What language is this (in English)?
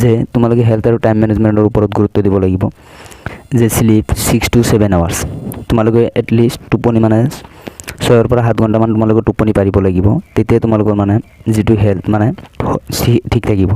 Assamese